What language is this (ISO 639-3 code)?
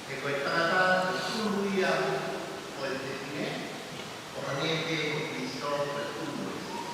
ton